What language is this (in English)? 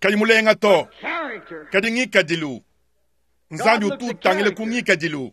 Luba-Lulua